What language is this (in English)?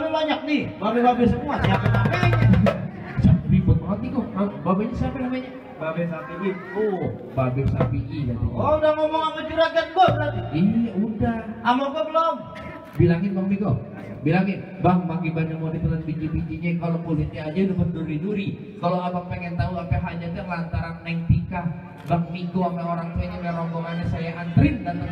Betawi